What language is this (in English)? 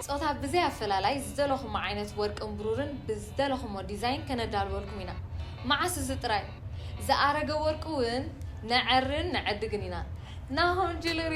Tigrinya